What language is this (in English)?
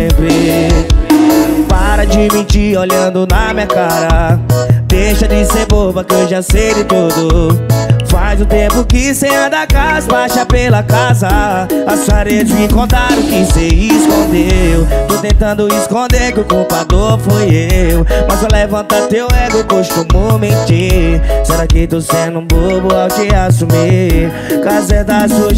Portuguese